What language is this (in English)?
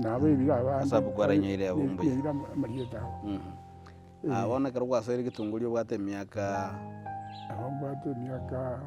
Gusii